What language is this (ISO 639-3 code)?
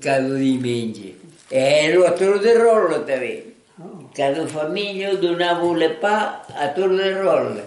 oci